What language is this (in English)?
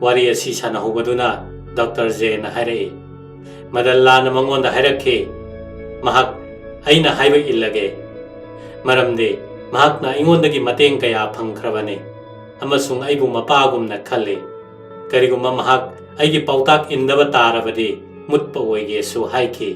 Manipuri